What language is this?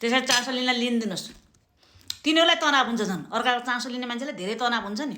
Nepali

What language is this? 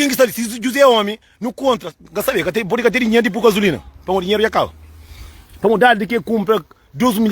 Kabuverdianu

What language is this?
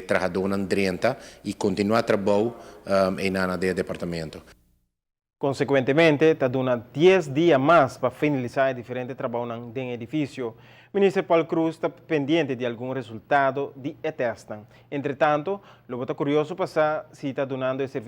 Papiamento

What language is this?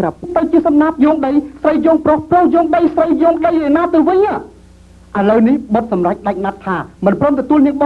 Khmer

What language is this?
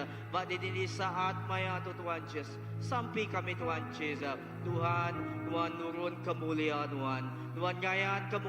Iban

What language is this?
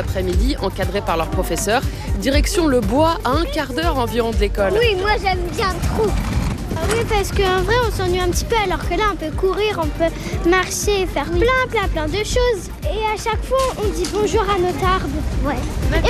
French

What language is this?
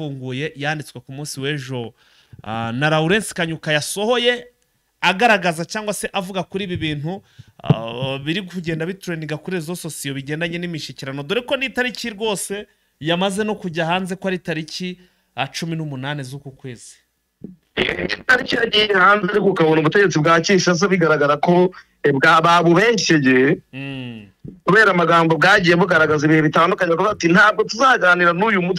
Kinyarwanda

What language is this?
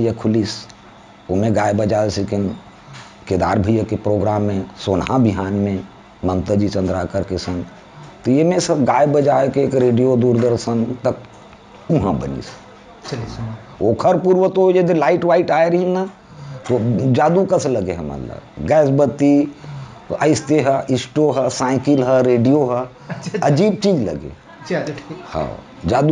Chhattisgarhi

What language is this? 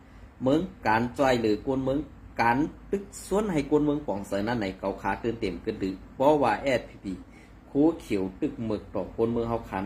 Shan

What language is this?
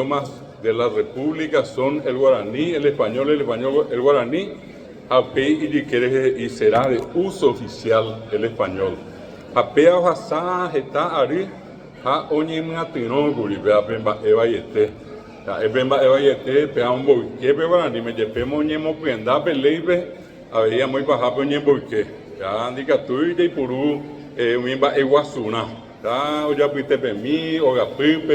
Guarani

